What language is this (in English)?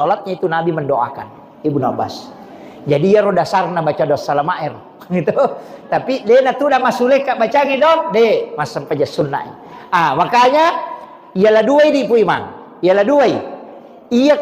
Buginese